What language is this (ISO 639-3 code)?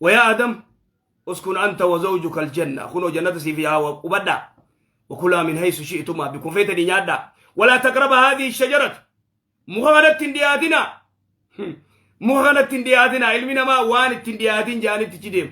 orm